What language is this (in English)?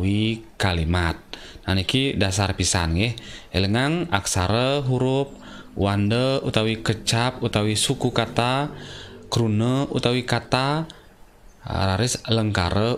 Balinese